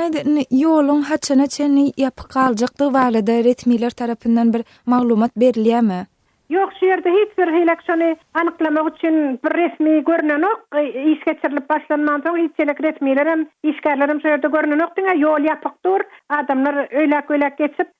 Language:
Turkmen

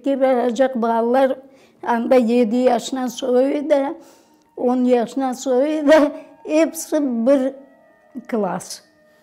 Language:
Crimean Tatar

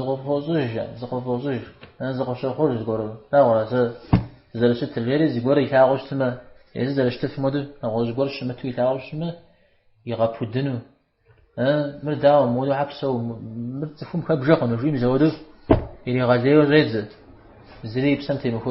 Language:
Kabardian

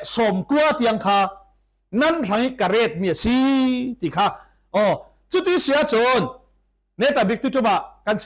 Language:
Falam Chin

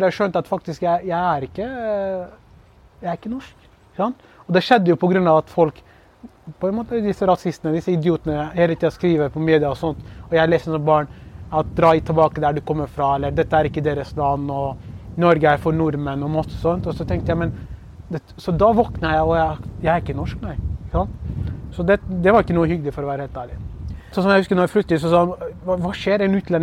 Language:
Norwegian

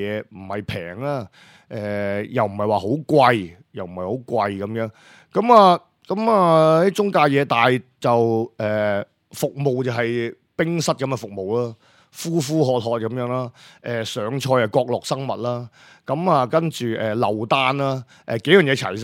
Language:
Cantonese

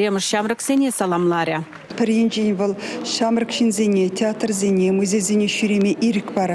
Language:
Chuvash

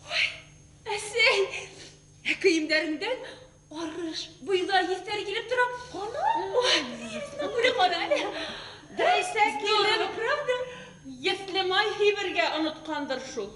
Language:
Bashkir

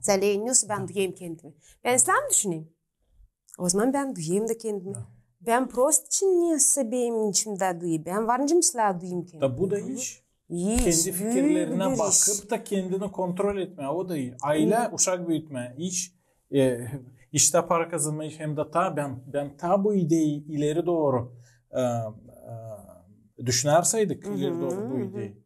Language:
Gagauz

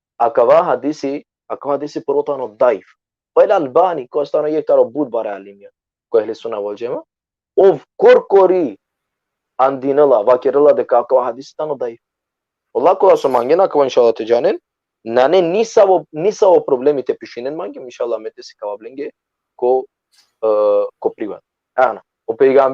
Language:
Balkan Romani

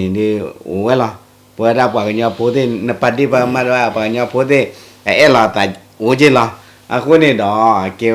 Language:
S'gaw Karen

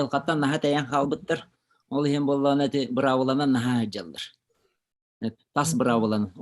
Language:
Yakut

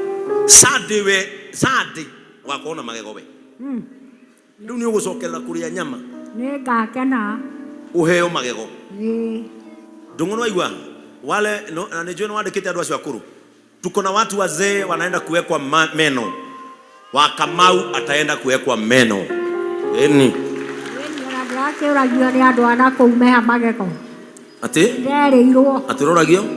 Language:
Kikuyu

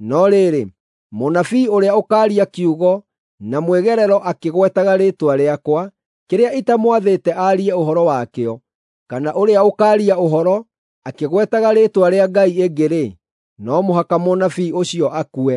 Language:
Kikuyu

